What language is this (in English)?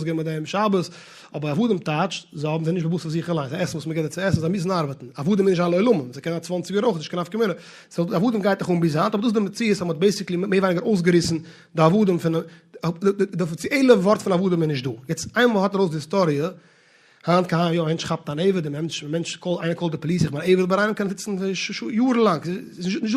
Yiddish